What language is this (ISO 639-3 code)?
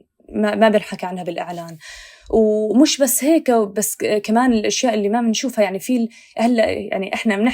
apc